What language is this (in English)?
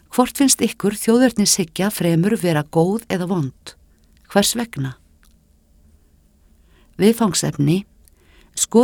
Icelandic